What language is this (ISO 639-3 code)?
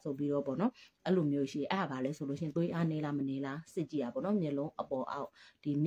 mya